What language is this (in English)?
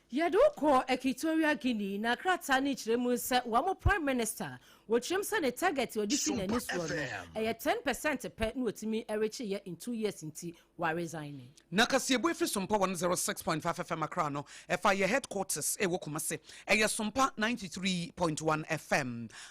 Akan